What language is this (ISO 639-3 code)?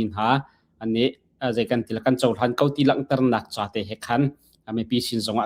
cnh